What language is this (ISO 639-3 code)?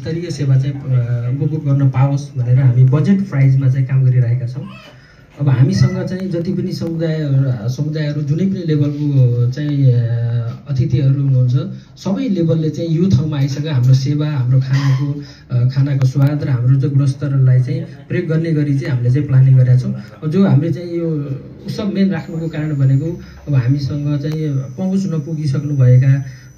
nep